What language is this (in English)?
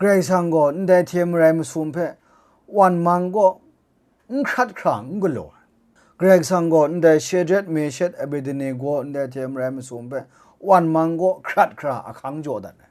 Kachin